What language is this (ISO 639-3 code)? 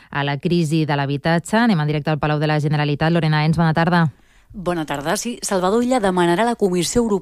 cat